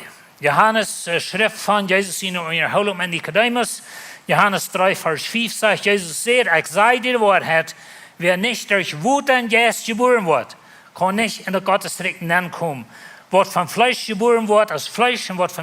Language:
Plautdietsch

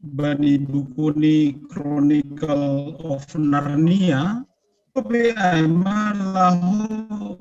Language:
Batak Simalungun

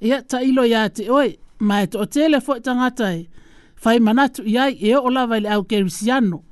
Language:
Samoan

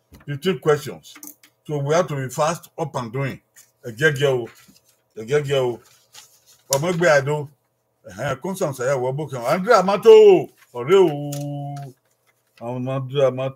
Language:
Bini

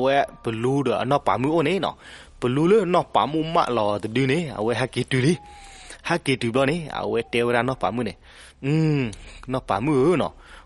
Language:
S'gaw Karen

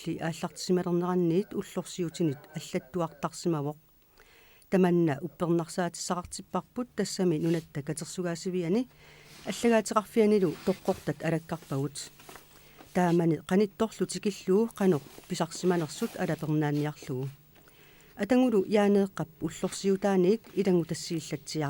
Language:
Kalaallisut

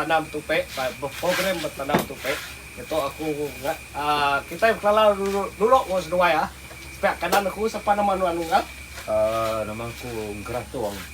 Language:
Iban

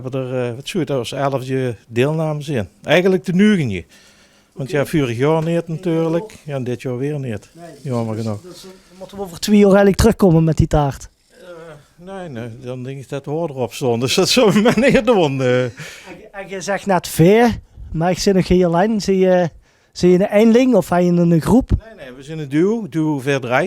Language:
Limburgish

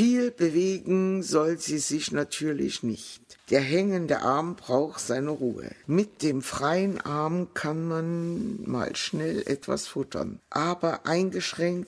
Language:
German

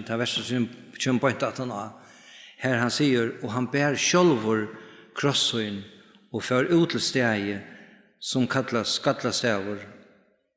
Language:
Faroese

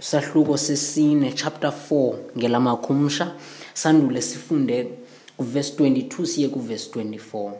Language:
Xhosa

